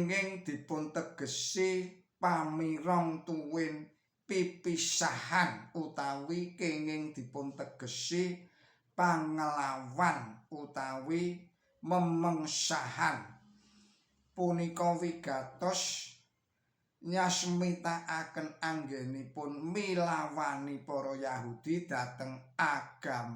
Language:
Javanese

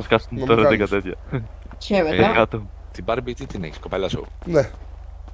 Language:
Greek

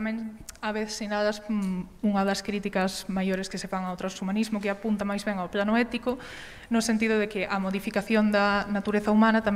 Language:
Galician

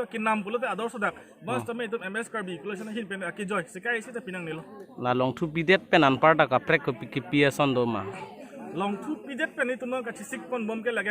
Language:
Karbi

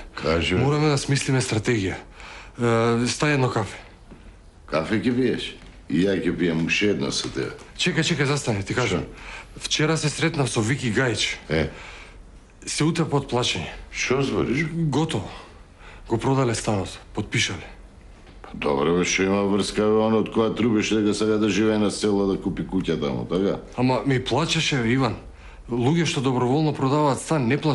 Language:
Macedonian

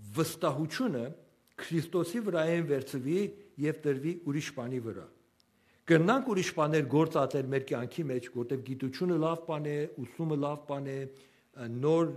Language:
Western Armenian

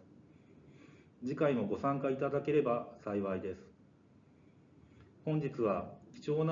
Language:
Japanese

